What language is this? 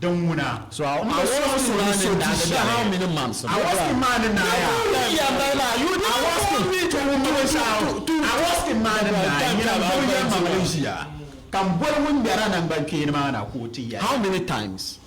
Dagbani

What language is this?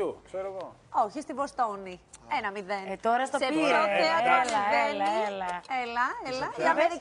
Greek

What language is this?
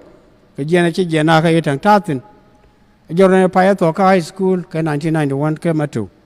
Nuer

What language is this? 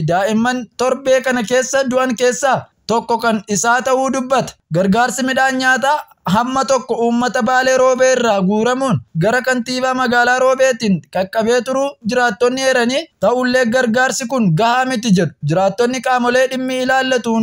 Oromo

